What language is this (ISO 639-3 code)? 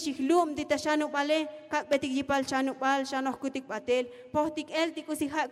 tzo